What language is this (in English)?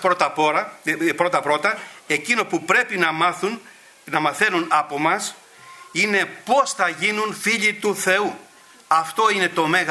Greek